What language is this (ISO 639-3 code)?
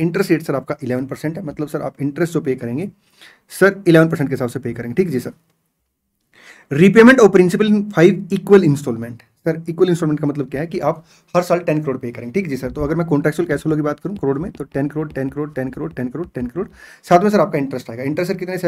hin